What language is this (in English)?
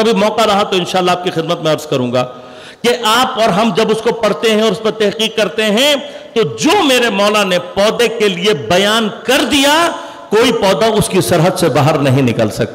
Urdu